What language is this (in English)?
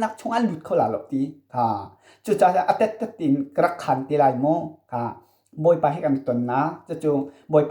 Hakha Chin